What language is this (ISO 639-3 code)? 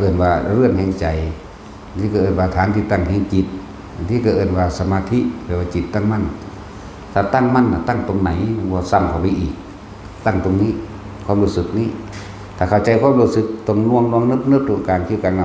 tts